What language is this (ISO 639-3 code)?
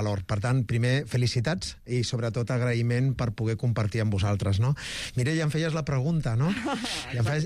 cat